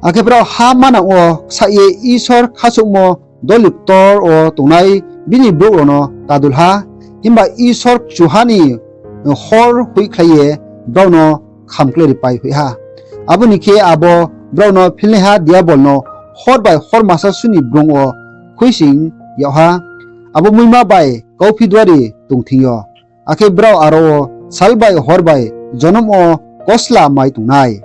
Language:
Riang (India)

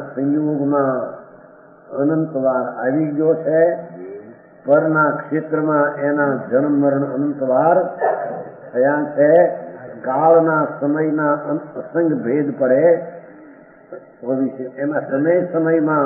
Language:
Gujarati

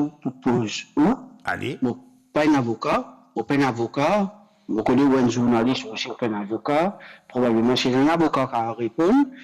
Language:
Morisyen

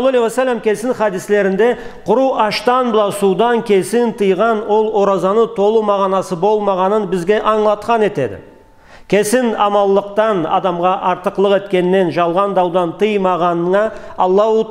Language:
Karachay-Balkar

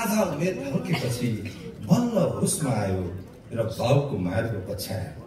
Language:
Nepali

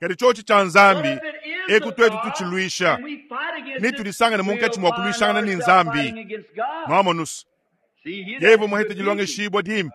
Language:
Luba-Lulua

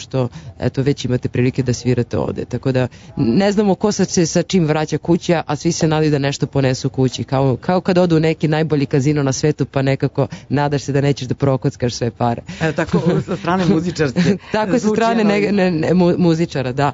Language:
Serbian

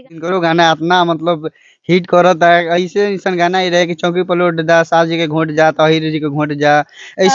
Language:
Bhojpuri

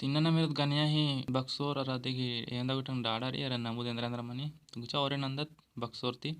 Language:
Kurukh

